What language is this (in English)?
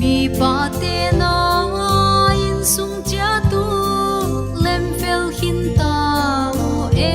Paite Chin